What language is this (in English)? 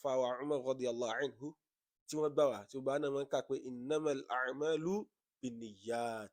Yoruba